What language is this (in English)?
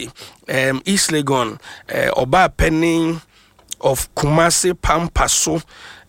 Akan